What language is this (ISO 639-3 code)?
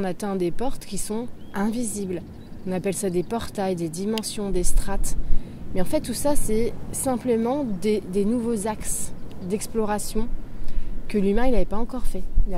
fra